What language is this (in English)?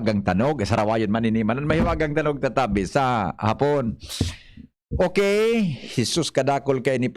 Bikol